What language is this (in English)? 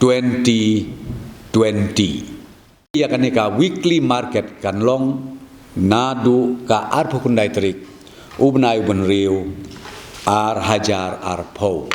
Khasi